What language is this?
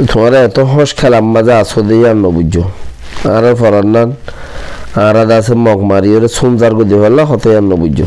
Rohingya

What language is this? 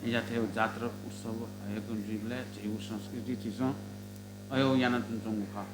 Newari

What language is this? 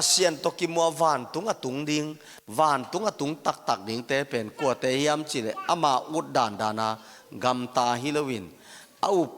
Tedim Chin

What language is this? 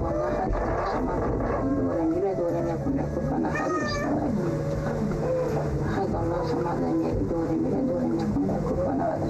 Bashkir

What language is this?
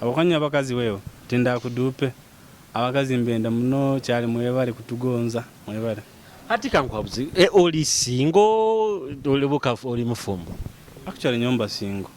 Nyoro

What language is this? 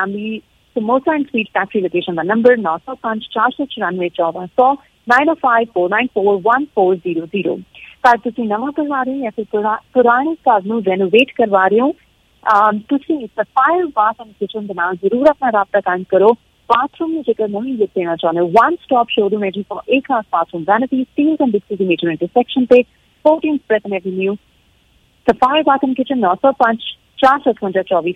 Punjabi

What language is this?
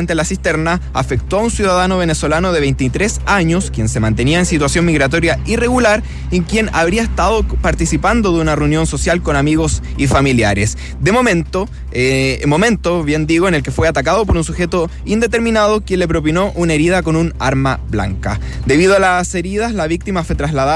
Spanish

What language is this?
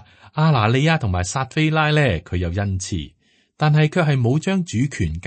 Cantonese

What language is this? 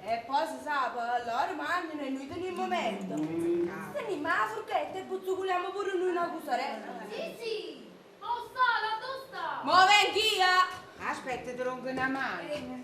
Neapolitan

